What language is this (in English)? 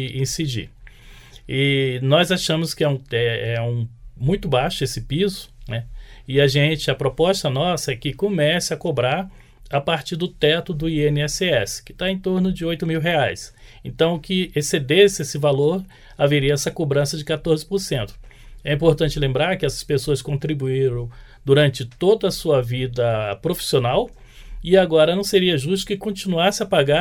Portuguese